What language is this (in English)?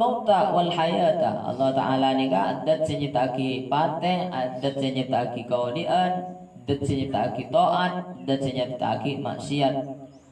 Madurese